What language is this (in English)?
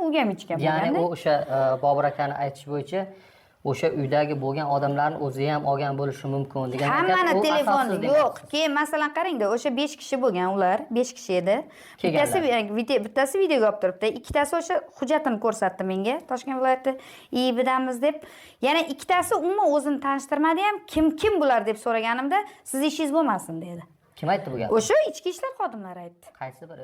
Uzbek